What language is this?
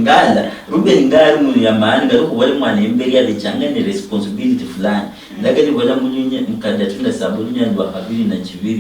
Luyia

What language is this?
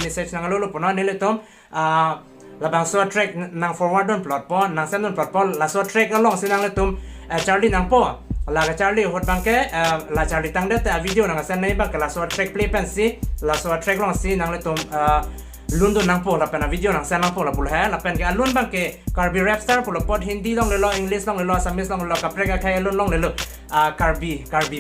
Karbi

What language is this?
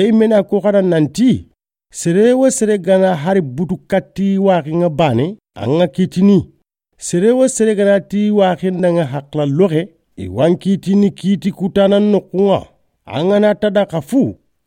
Soninke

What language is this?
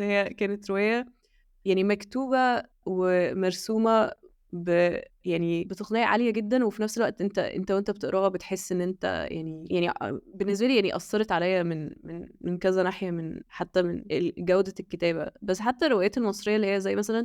Egyptian Arabic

